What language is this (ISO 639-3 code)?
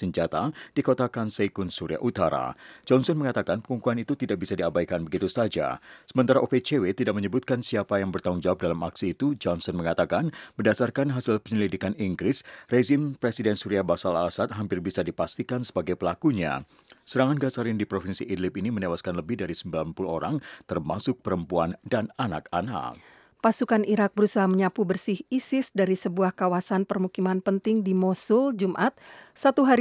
ind